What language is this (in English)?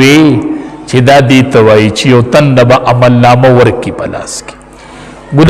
Pashto